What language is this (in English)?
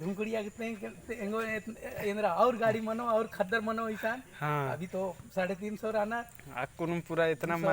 Kurukh